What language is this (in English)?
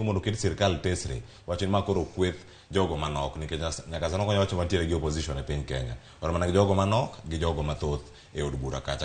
Luo (Kenya and Tanzania)